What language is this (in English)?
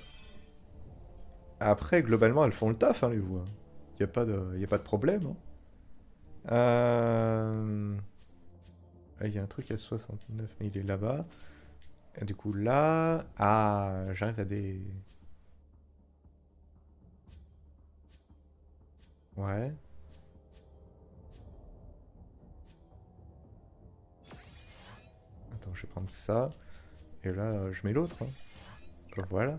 French